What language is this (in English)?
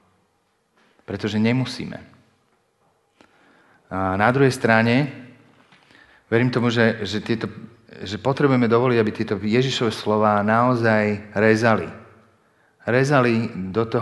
Slovak